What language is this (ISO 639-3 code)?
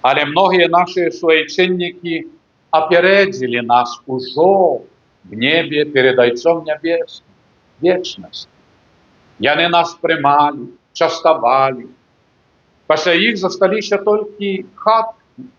bel